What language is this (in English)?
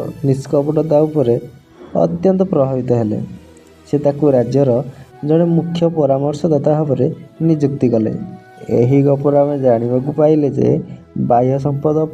Odia